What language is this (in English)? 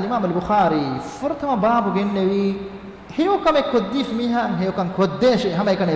Divehi